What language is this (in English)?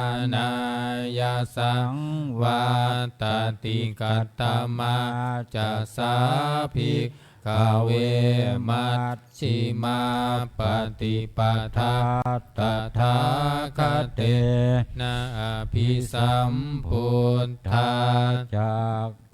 Pali